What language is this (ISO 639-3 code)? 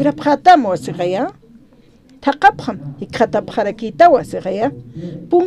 aym